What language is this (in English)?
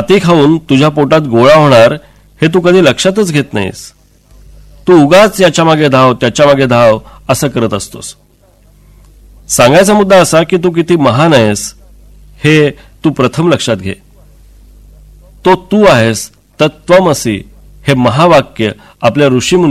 Marathi